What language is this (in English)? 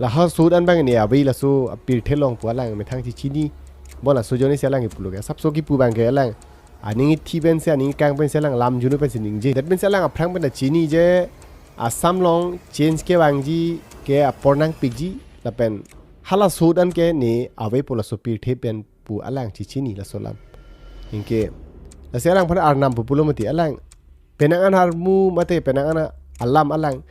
Karbi